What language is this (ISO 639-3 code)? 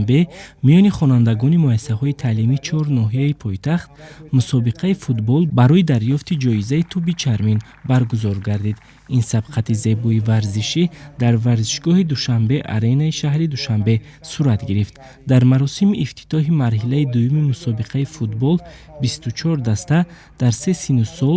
tgk